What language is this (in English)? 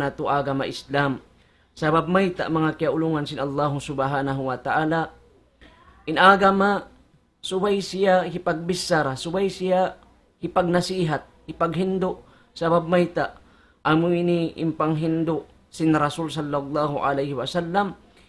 Tausug